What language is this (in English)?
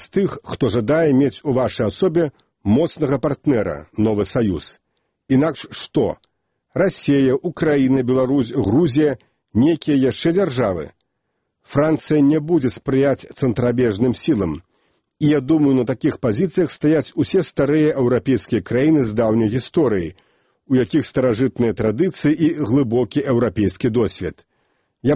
Belarusian